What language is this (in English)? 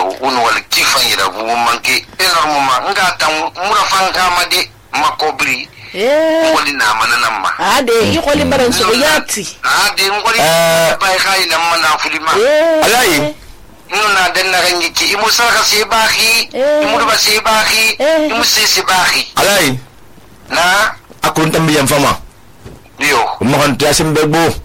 Susu